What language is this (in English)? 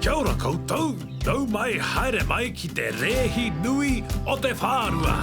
Māori